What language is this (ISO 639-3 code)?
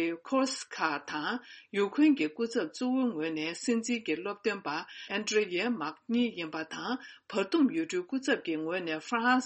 bod